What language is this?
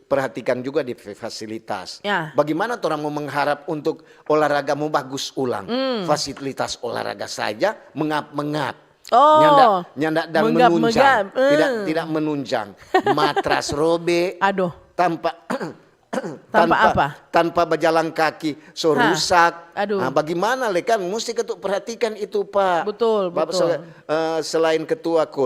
Manado Malay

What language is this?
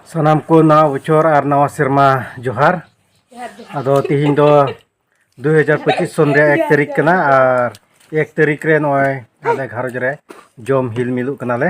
Santali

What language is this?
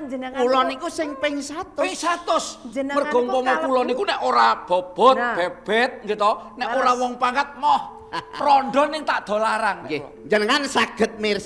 Javanese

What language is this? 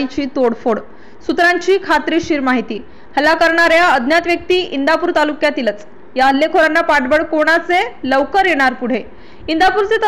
Marathi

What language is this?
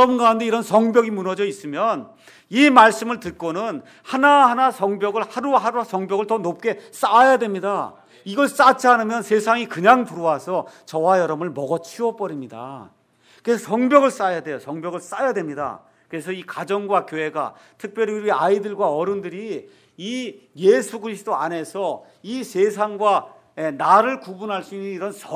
Korean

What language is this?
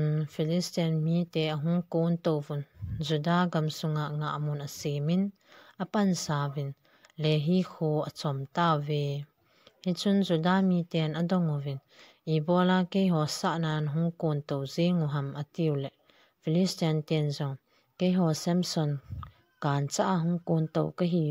Thado Chin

